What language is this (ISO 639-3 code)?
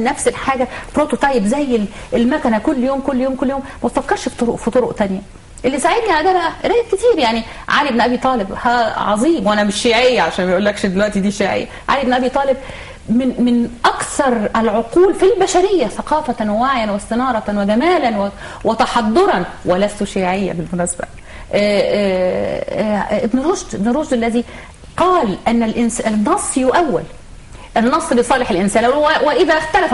arz